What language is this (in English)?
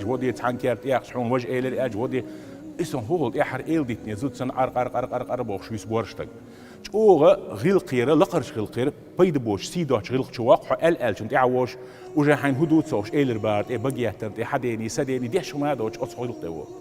Chechen